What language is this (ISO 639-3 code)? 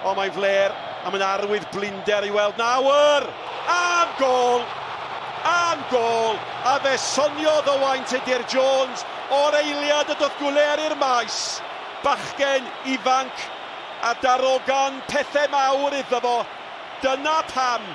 cym